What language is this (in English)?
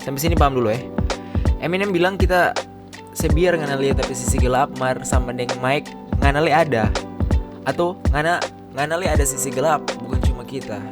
Manado Malay